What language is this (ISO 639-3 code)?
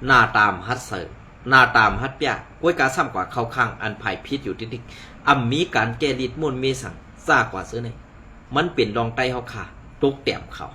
shn